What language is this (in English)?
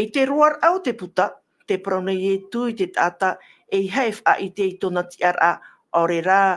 Tahitian